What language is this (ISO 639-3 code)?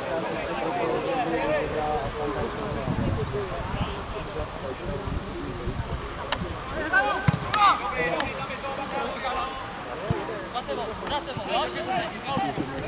ces